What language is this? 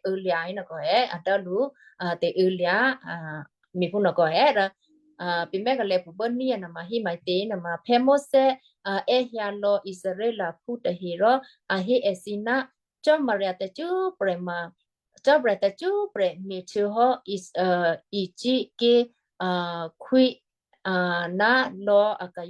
Western Kayah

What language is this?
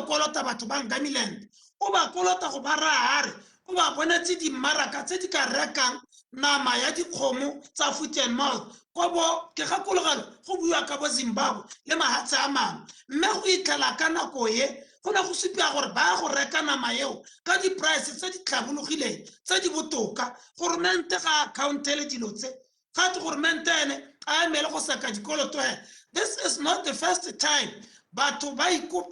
Tswana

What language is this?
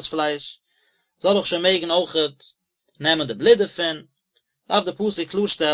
Yiddish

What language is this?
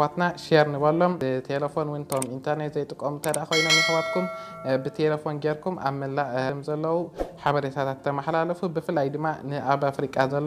Tigrinya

